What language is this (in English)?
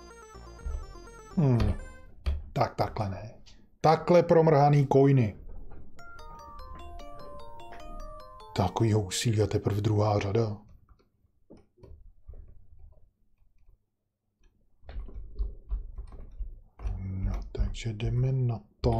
Czech